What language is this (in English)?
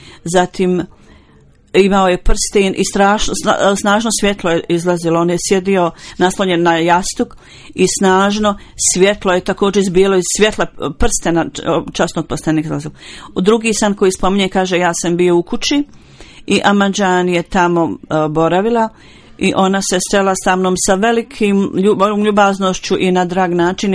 Bosnian